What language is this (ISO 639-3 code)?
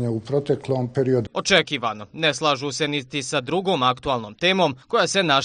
bos